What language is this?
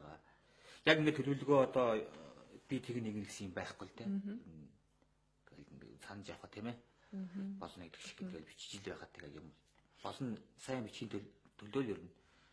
Mongolian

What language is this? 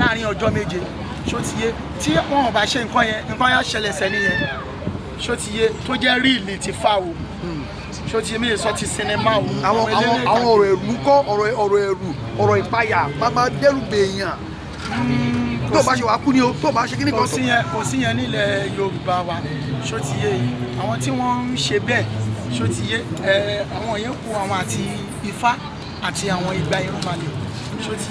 Yoruba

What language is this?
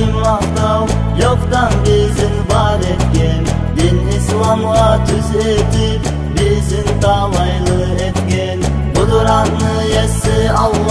Kumyk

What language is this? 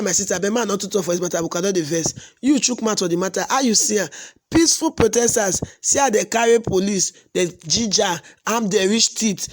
Nigerian Pidgin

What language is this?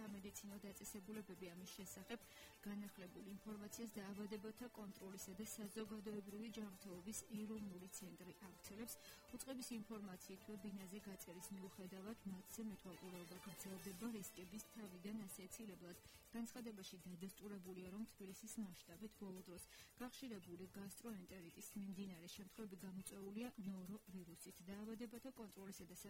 Georgian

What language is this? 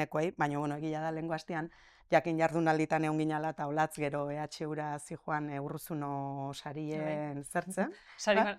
Basque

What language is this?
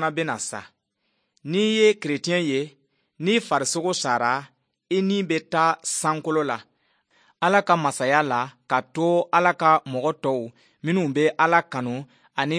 Bambara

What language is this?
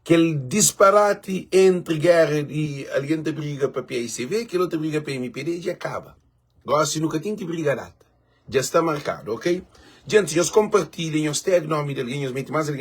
Kabuverdianu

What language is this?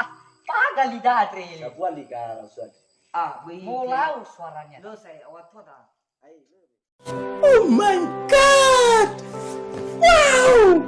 Nias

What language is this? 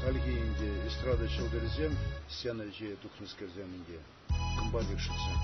Chuvash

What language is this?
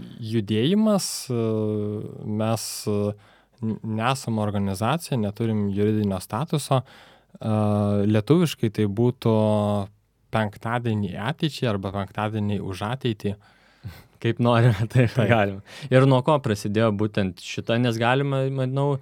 Lithuanian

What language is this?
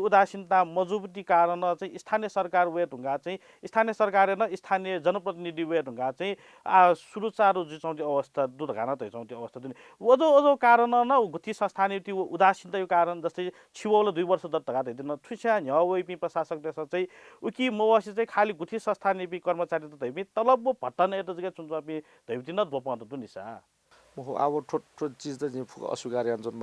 Newari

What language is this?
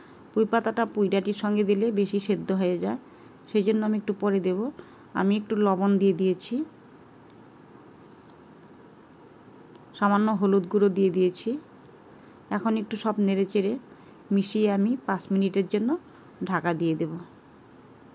Bangla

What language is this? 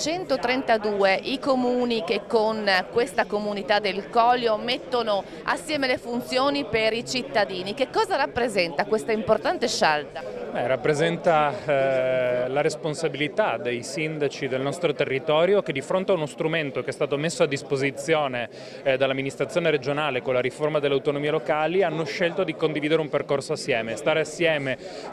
Italian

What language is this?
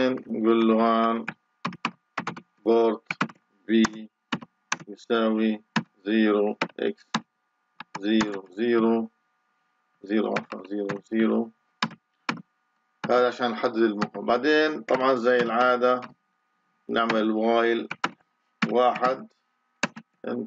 Arabic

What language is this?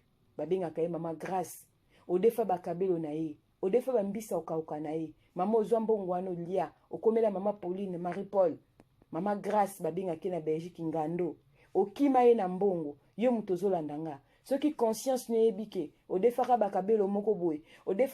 Lingala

